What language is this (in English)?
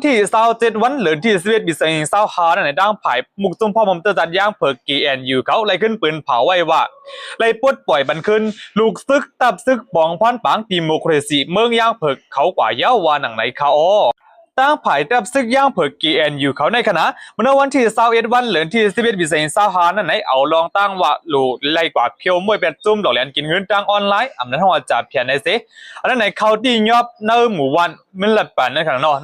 Shan